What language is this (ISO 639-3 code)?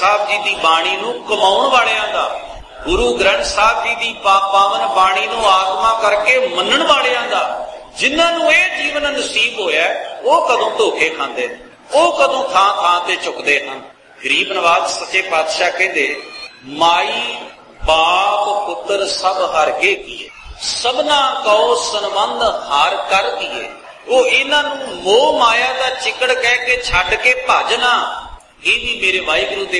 pan